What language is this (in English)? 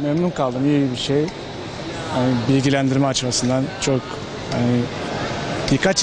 Turkish